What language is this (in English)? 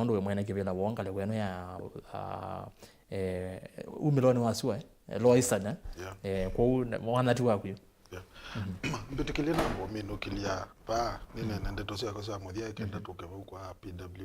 Kamba